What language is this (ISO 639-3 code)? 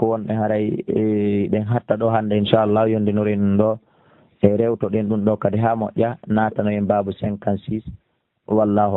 ful